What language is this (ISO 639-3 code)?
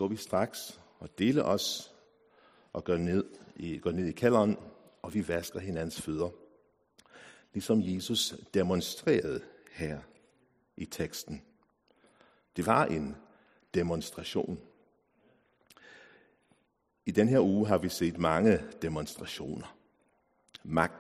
dan